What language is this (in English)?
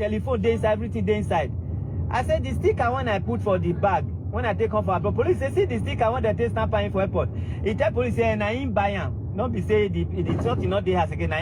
Nigerian Pidgin